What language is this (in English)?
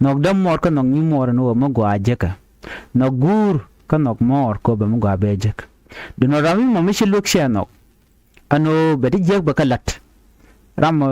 Nuer